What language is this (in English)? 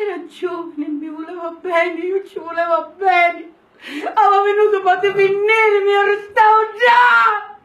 Sicilian